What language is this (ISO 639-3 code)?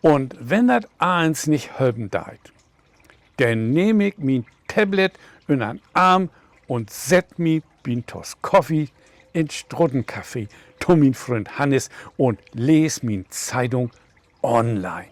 nds